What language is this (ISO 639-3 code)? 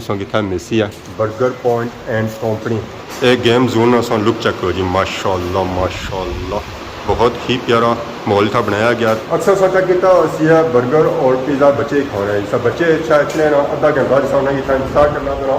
phr